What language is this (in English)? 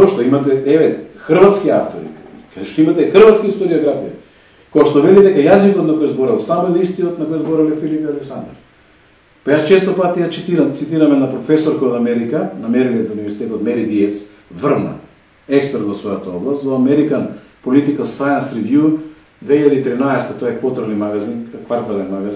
Macedonian